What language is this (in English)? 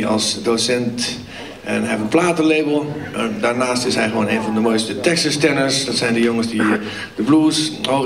Dutch